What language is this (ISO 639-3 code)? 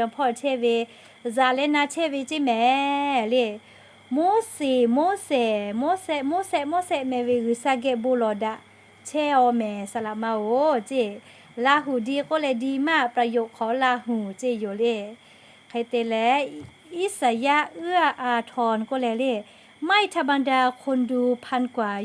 lhu